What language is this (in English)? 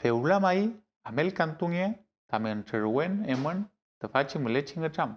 Mapuche